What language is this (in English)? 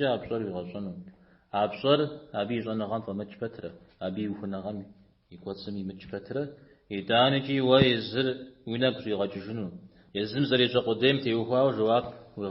Kabardian